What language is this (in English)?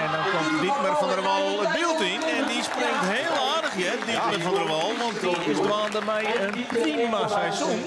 Western Frisian